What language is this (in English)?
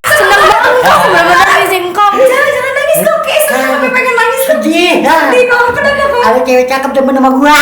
Betawi